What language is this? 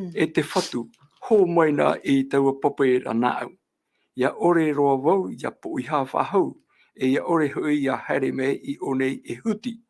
Tahitian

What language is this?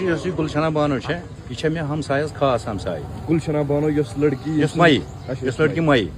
Kashmiri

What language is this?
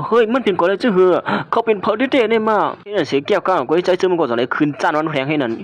Shan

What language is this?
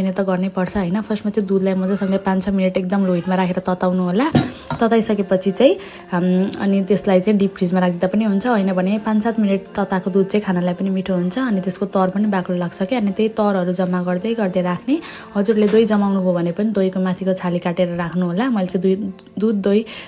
Nepali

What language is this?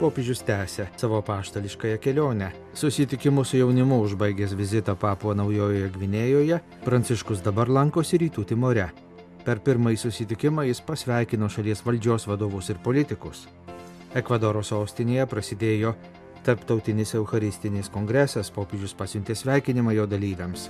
Lithuanian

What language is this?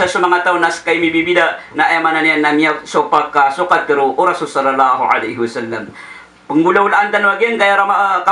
Maranao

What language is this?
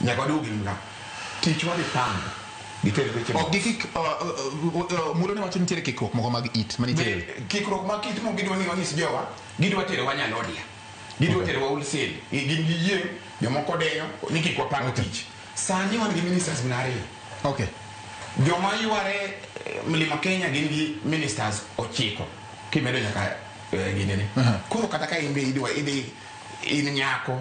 Luo (Kenya and Tanzania)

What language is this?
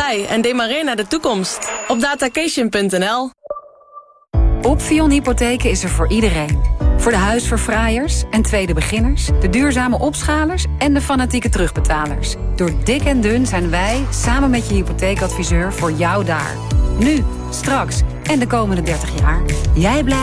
Dutch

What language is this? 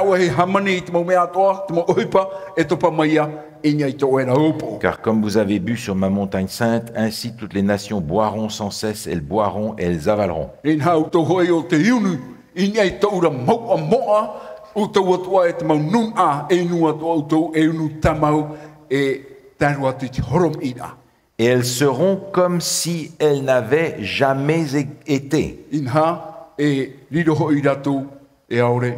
Tahitian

